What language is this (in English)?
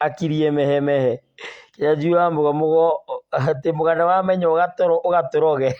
Kikuyu